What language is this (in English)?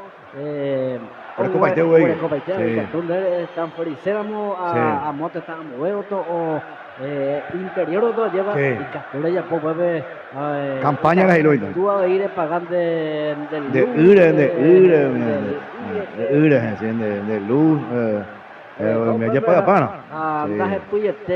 Guarani